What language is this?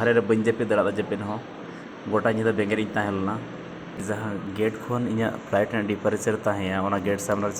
Santali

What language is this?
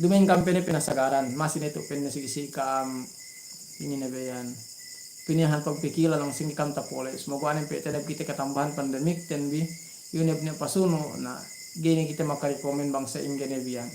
Yakan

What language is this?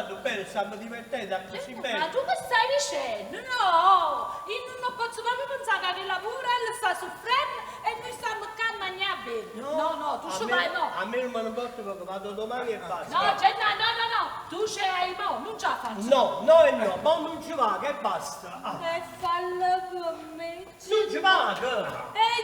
Neapolitan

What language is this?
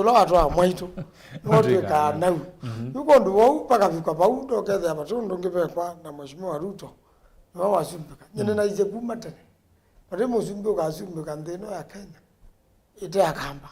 Kamba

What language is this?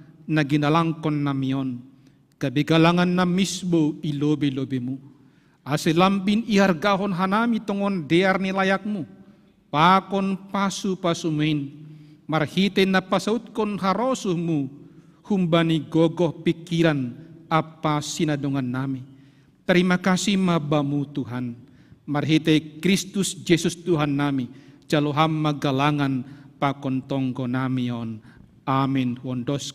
Batak Simalungun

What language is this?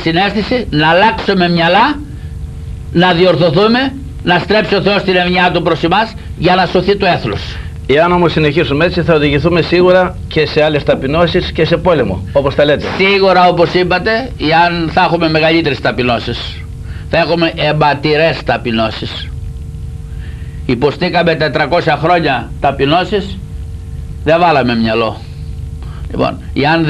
Greek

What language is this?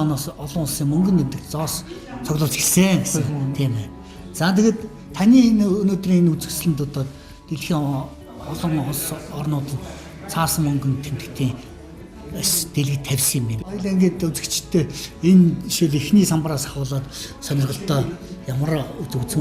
Mongolian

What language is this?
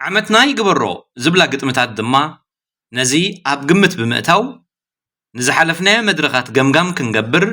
Tigrinya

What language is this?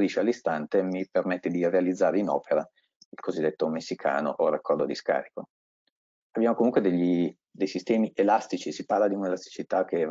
Italian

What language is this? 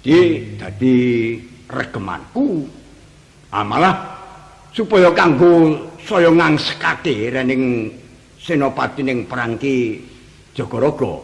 Javanese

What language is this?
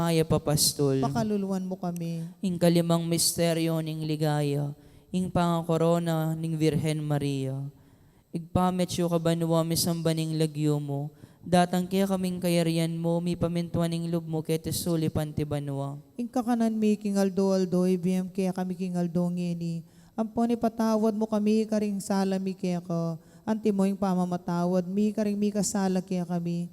Pampanga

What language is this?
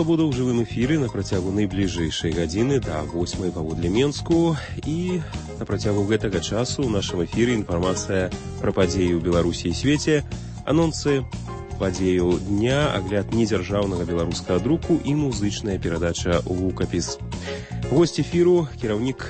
Belarusian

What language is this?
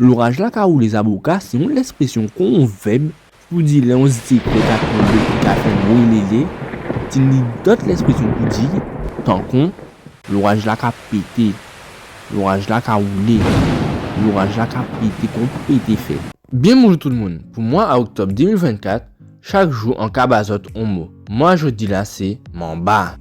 Guadeloupean Creole French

